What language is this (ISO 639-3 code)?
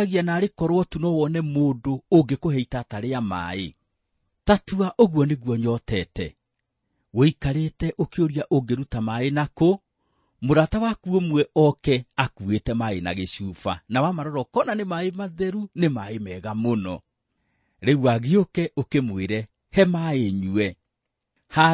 kik